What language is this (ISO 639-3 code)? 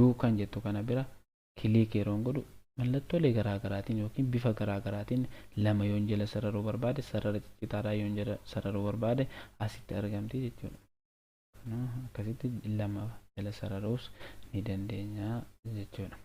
orm